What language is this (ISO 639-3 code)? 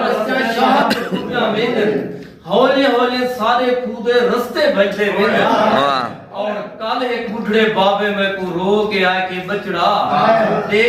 skr